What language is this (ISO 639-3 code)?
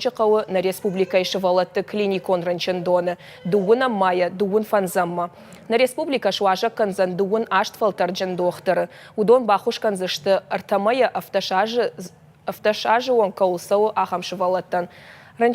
oss